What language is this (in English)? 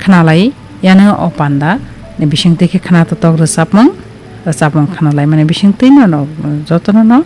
Kok Borok